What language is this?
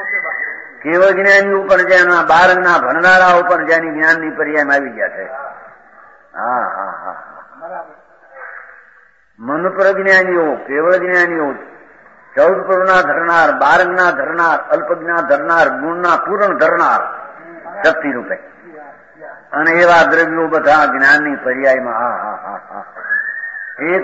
Gujarati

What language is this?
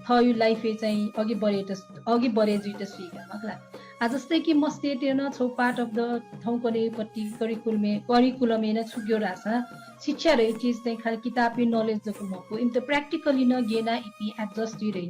Newari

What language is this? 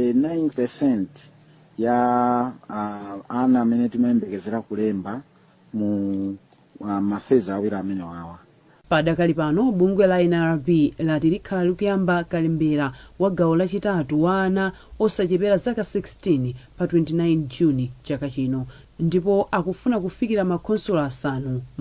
Nyanja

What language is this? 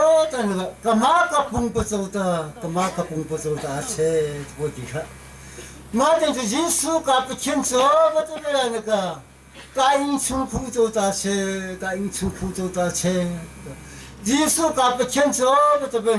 Hakha Chin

